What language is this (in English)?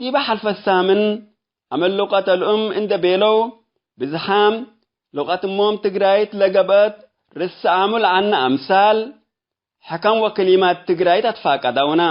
Tigre